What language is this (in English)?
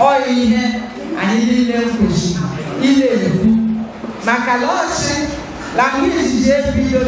Igbo